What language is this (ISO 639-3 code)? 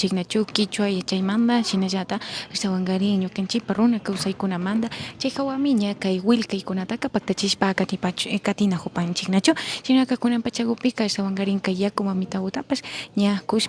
qvi